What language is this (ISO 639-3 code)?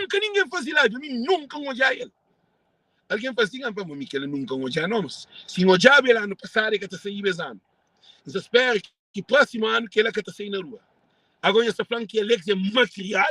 kea